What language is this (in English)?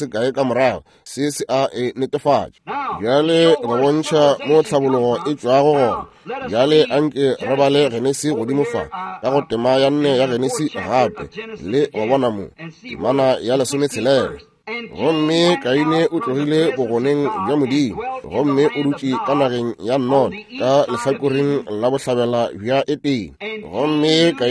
Northern Sotho